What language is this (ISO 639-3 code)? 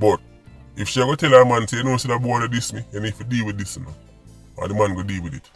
jam